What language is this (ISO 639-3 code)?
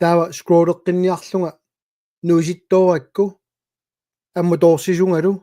kal